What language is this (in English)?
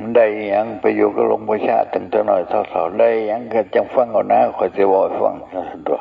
Northeastern Thai